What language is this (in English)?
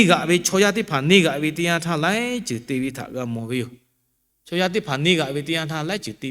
Lahu